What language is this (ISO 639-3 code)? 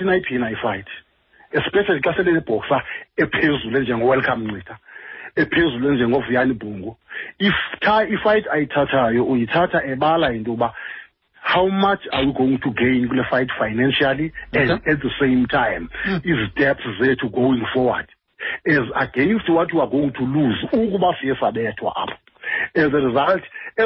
xho